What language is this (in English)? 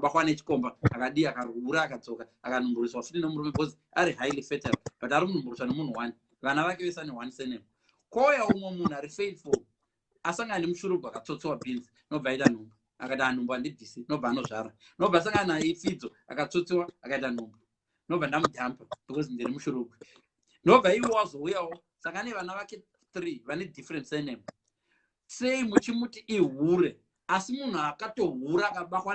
Shona